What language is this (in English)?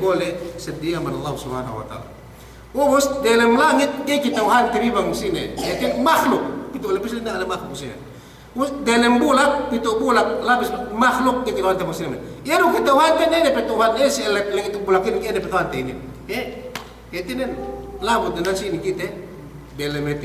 Yakan